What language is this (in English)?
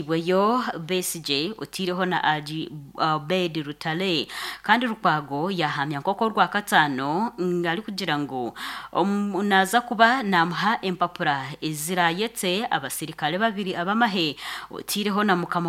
Nyankole